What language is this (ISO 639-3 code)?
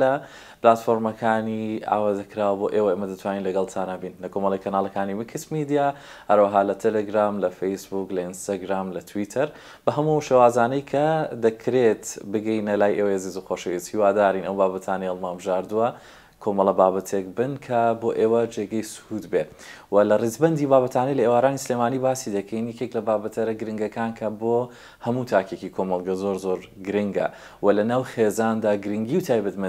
ckb